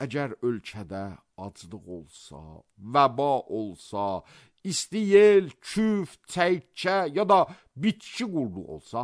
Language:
Azerbaijani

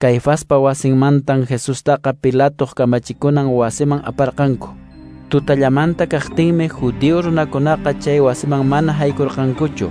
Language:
Quechua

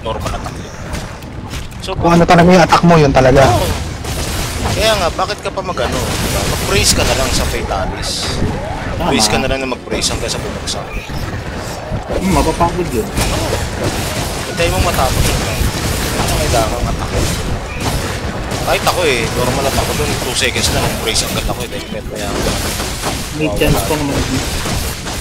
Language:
Filipino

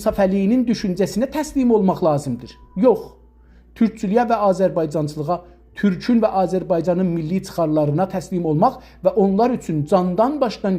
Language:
South Azerbaijani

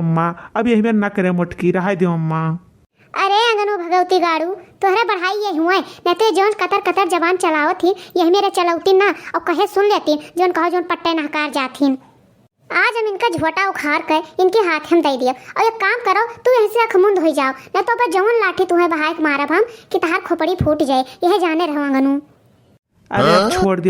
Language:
Awadhi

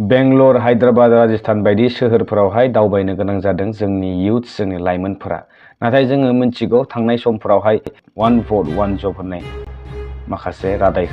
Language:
Bodo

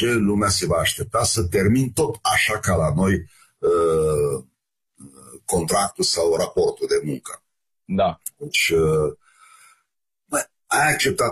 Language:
Romanian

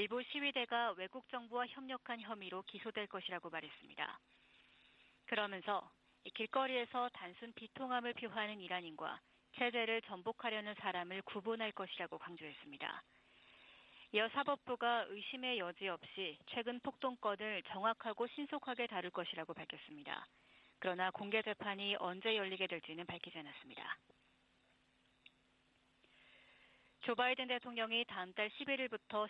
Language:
Korean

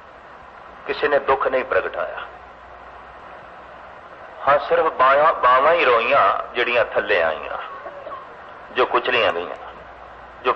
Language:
Punjabi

